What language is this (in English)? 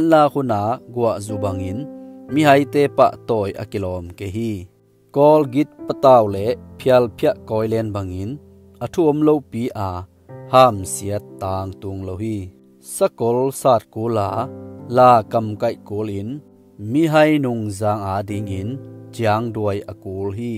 Tedim Chin